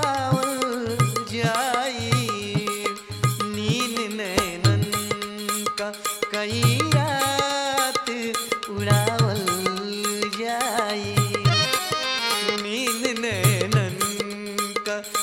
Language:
Bhojpuri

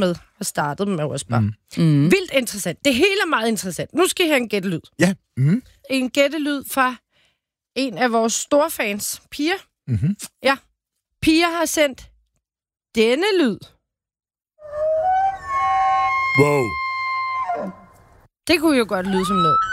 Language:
Danish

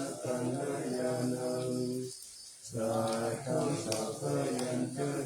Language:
Pali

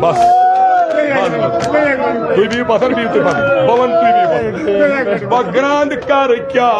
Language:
Kashmiri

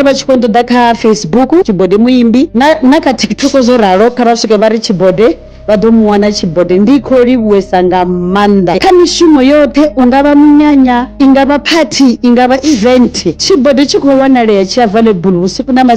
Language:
Venda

